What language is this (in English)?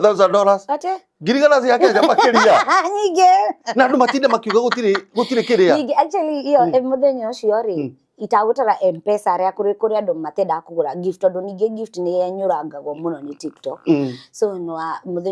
Kikuyu